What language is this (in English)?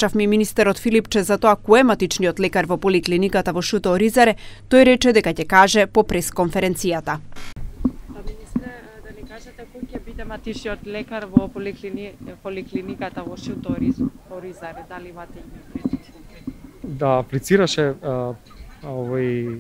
Macedonian